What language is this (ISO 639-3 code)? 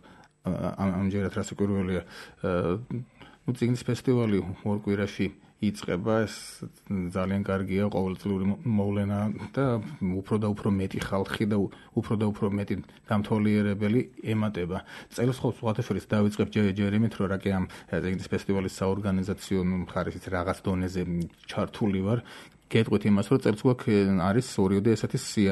kat